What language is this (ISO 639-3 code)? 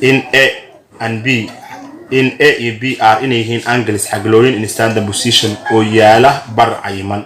som